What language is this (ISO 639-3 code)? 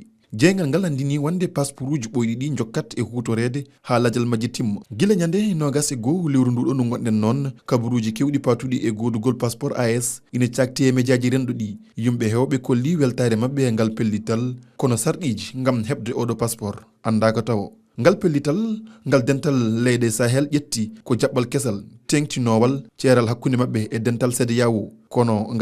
ful